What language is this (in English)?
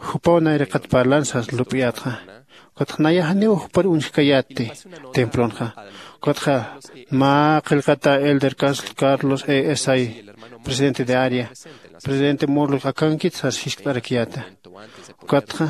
Aymara